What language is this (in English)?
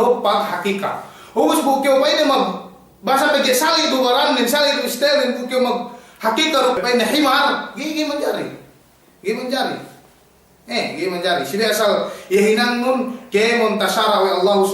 Yakan